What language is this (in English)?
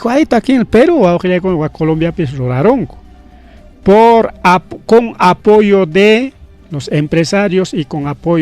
Ayacucho Quechua